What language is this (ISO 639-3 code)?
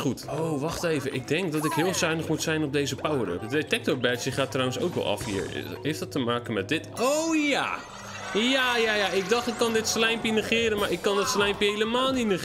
nld